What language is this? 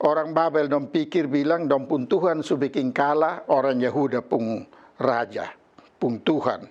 Kupang Malay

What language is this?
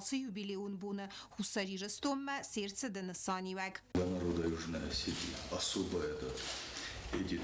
Ossetic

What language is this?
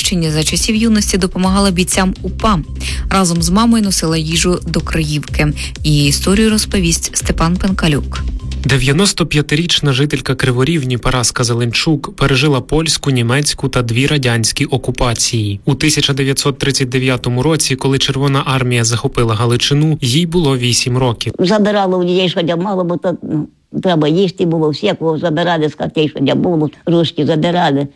Ukrainian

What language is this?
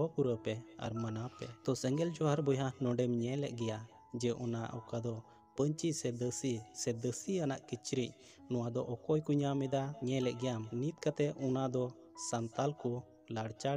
Santali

